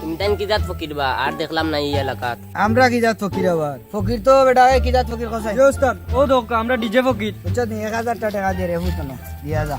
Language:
Sylheti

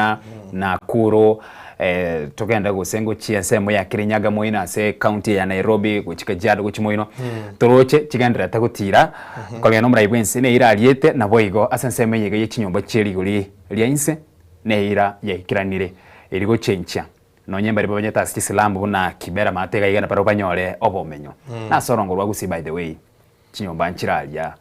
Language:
Gusii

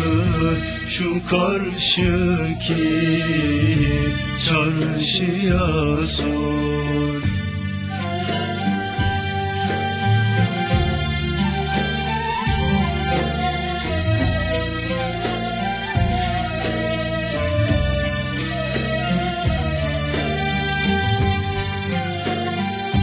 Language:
Turkish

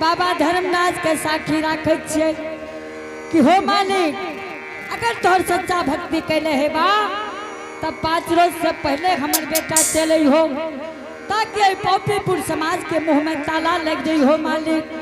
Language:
Angika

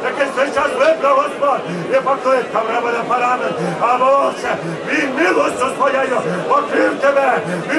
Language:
Ukrainian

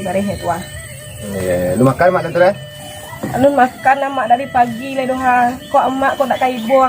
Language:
Minangkabau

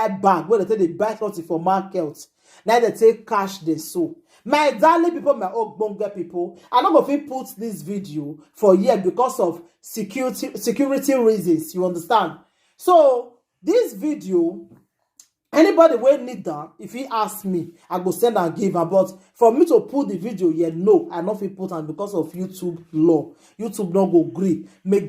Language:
Nigerian Pidgin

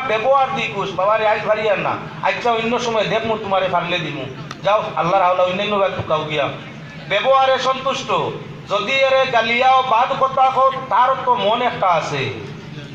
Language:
Sylheti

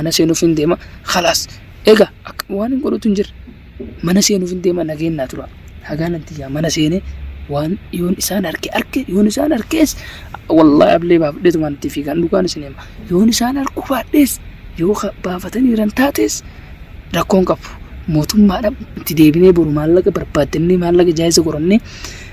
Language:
Oromo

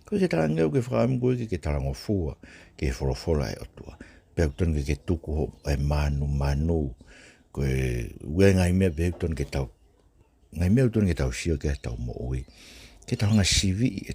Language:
Tongan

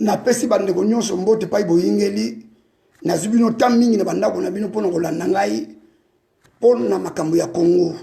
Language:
Lingala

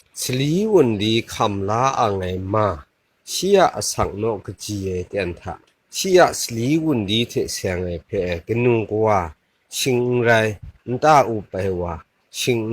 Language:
Kachin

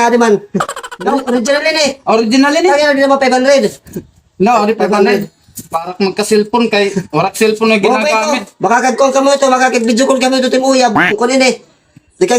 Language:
Waray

